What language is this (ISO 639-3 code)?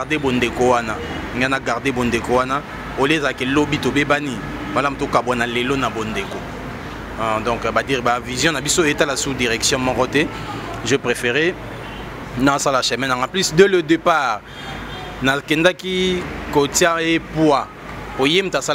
lin